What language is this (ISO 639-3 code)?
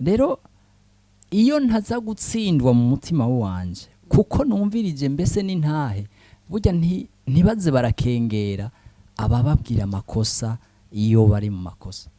run